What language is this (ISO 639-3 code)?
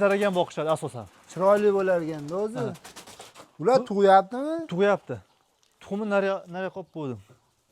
uzb